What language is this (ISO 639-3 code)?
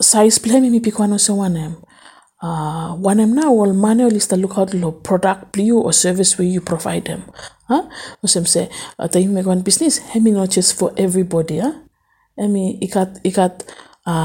bis